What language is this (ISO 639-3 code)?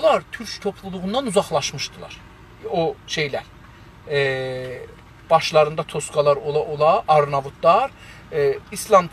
azb